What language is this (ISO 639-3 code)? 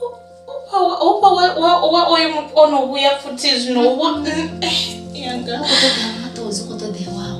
ven